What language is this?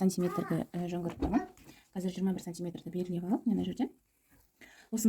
Kazakh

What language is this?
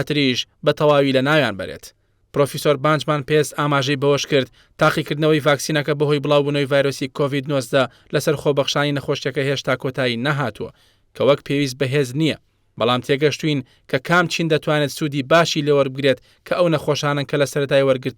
Central Kurdish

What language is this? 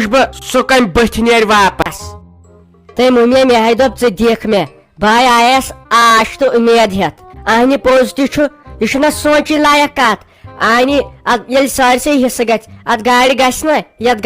Kashmiri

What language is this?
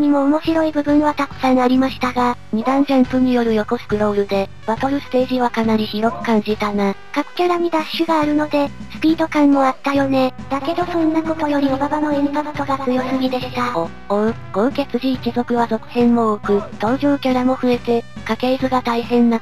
Japanese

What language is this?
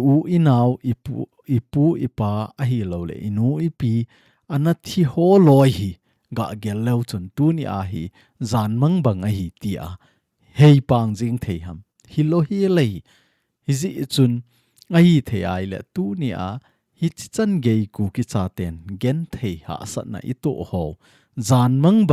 Thado Chin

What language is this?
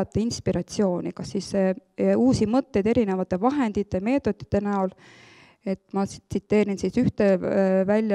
Estonian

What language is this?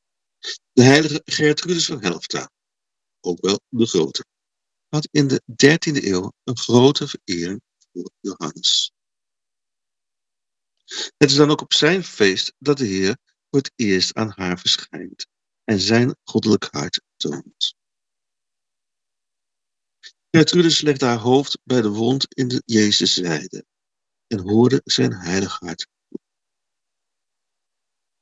Dutch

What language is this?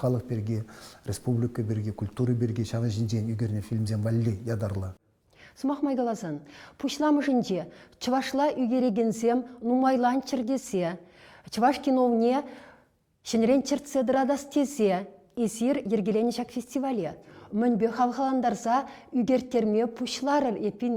Chuvash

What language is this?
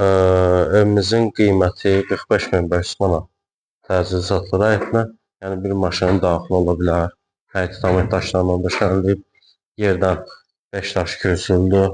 Azerbaijani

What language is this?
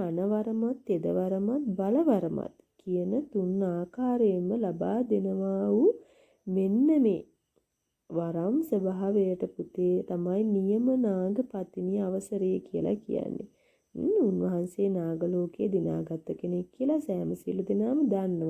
Sinhala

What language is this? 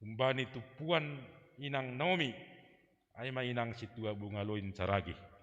Batak Simalungun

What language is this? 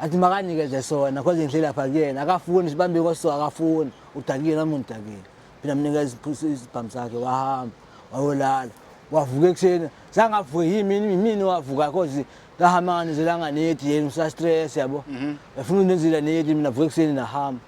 Zulu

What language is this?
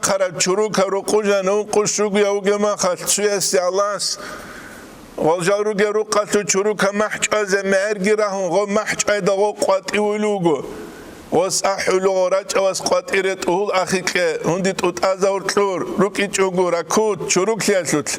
Avaric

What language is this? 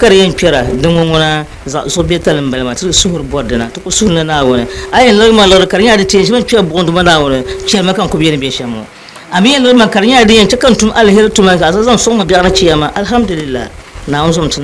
Dagbani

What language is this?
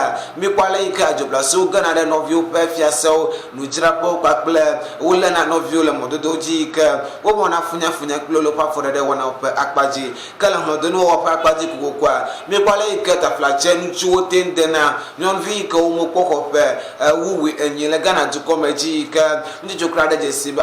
Ewe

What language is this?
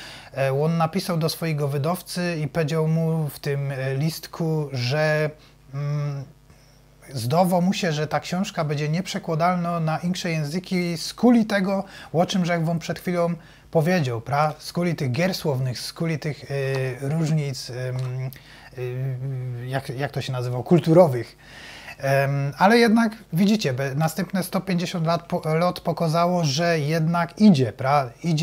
Silesian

